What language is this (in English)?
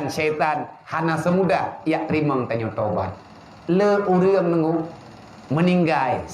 Achinese